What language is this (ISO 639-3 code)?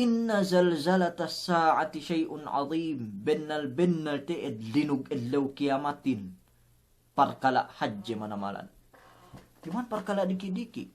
yka